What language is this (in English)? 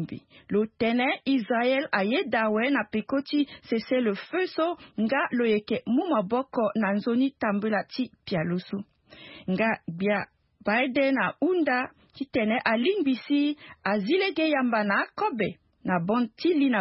Sango